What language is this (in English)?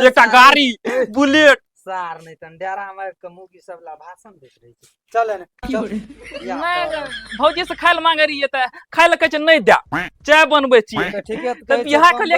Maithili